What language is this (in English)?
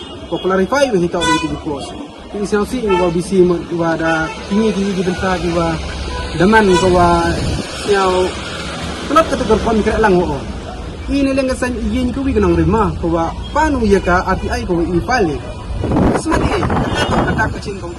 Khasi